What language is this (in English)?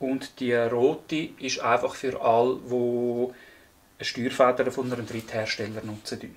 Swiss German